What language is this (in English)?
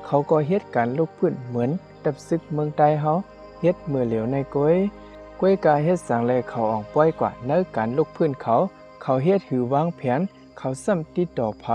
Shan